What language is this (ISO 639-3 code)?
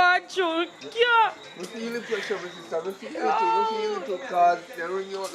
jam